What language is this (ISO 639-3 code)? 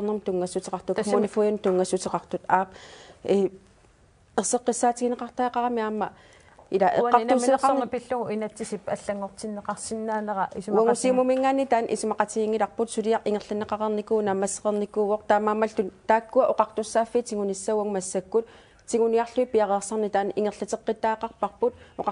kal